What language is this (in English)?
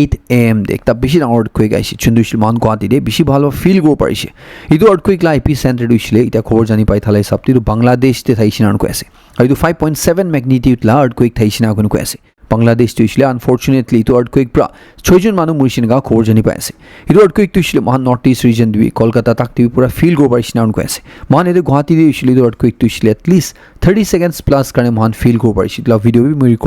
Naga Pidgin